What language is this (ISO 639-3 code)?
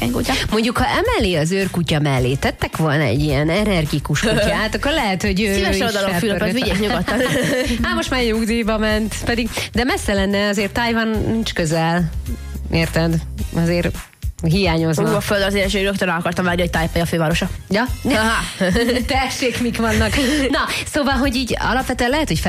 hun